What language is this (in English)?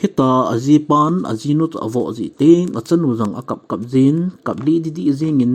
Thado Chin